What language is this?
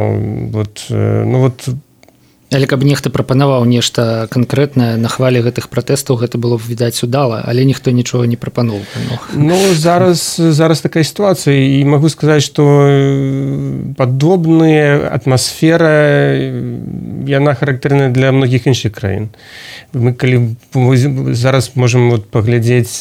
Belarusian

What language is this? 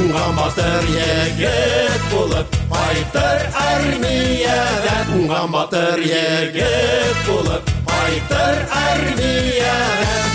Tatar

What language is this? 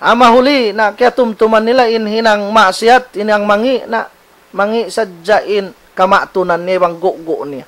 Tausug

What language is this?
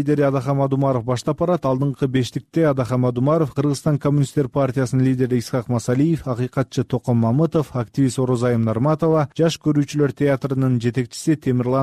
Kyrgyz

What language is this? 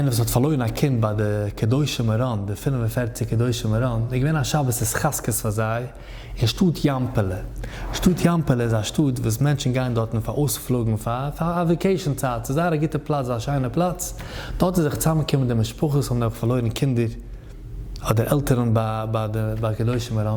Yiddish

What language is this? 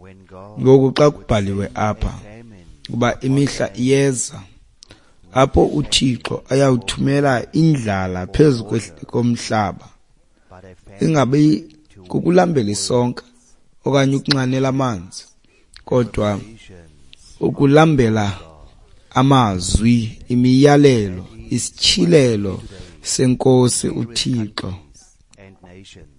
Xhosa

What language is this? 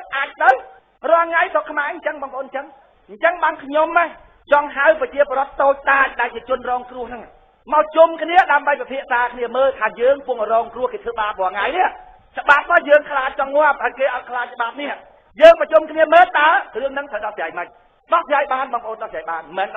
Khmer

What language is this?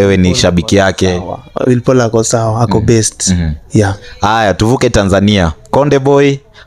Swahili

